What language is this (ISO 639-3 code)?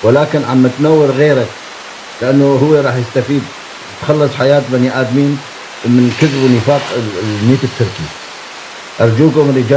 apc